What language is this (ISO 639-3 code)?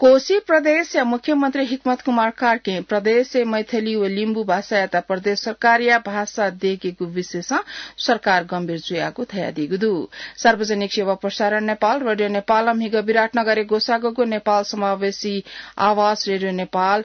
new